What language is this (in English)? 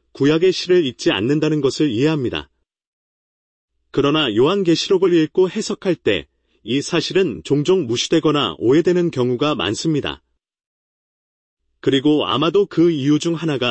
Korean